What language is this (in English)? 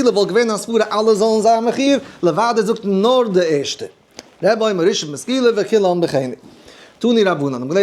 Yiddish